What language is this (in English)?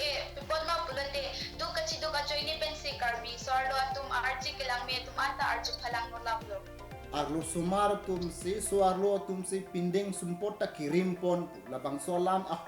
Karbi